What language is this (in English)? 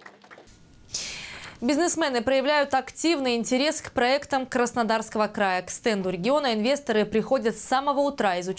Russian